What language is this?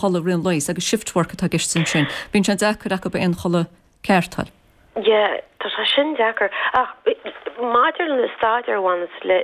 Irish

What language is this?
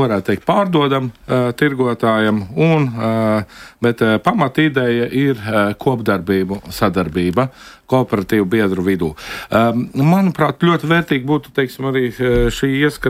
Latvian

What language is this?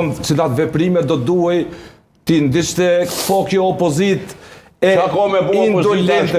Albanian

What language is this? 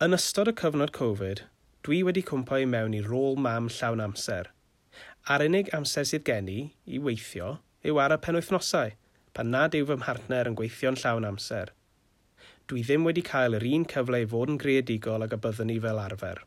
Welsh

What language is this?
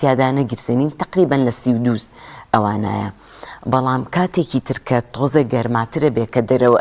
Central Kurdish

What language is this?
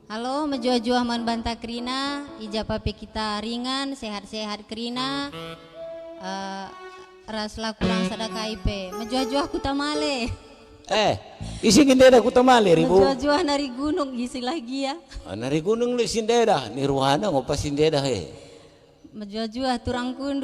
Batak Karo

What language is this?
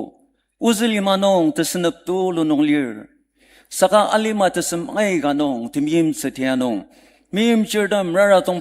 Ao Naga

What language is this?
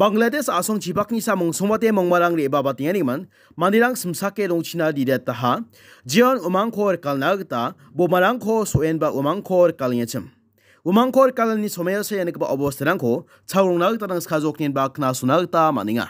Garo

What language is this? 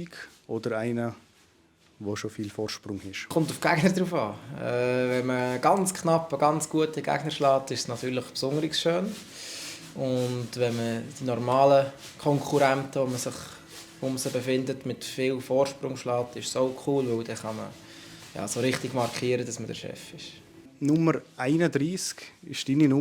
Swiss German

